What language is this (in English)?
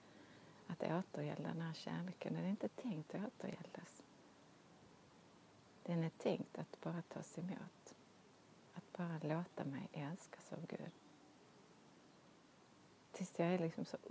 Swedish